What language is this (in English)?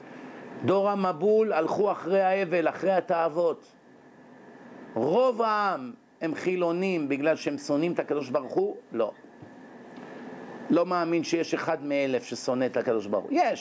Hebrew